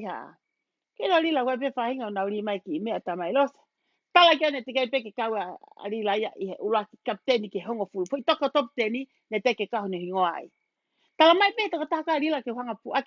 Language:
Tongan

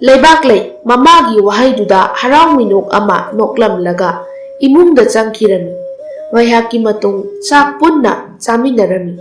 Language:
Manipuri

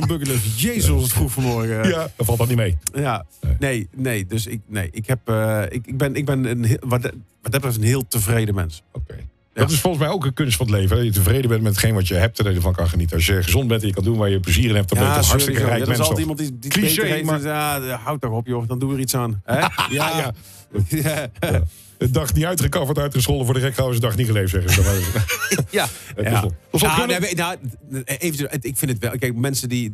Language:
Dutch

